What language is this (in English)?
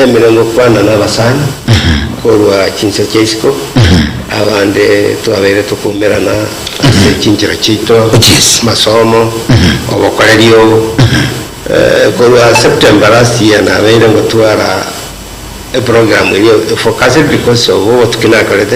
Gusii